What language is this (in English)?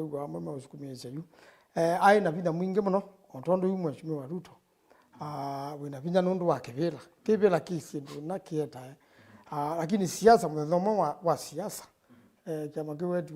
Kamba